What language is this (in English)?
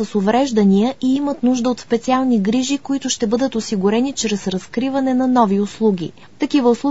Bulgarian